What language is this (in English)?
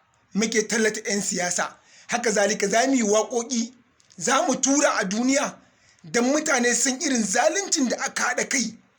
Hausa